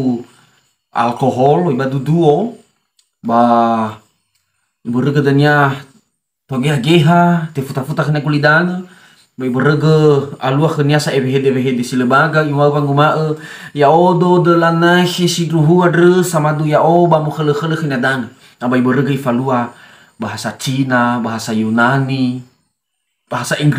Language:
Nias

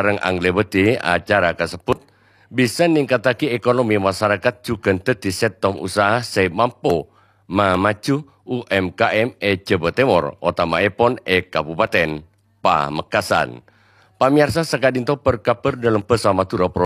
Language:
Madurese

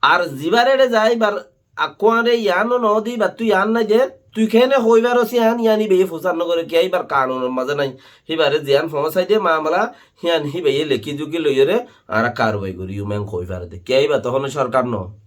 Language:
Rohingya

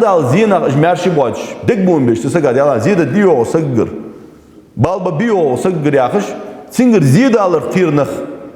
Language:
Ingush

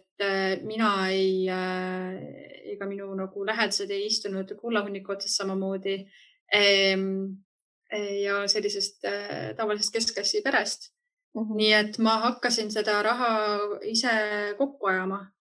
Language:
Estonian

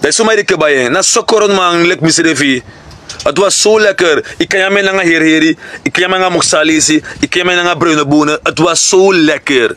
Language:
Sranan Tongo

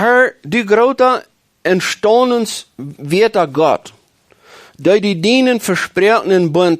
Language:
Plautdietsch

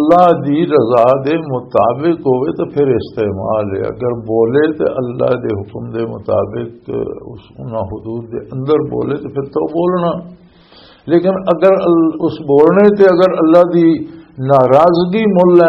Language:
Western Panjabi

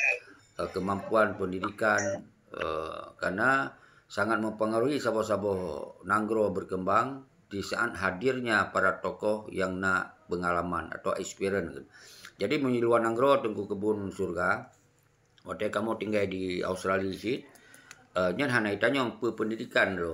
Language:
Achinese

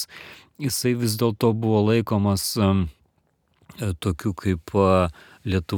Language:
Lithuanian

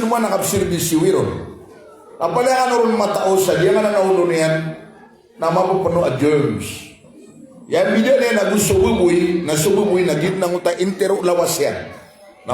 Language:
Maranao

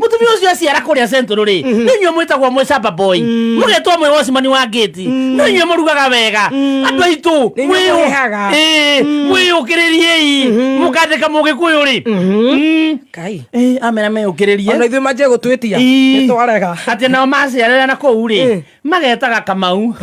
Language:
Kikuyu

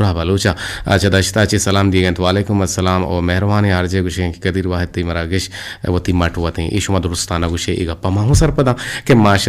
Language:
Eastern Balochi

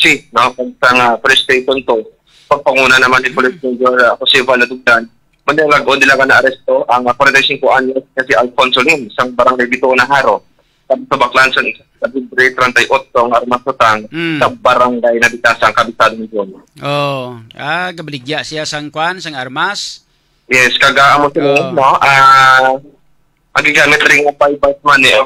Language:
Hiligaynon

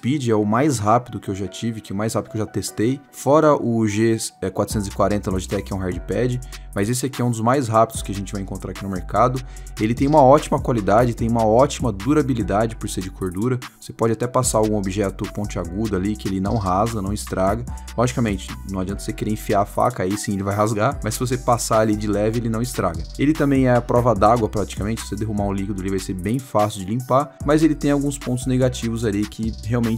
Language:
Portuguese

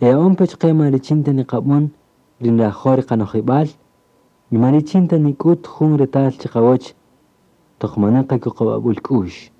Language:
Kaqchikel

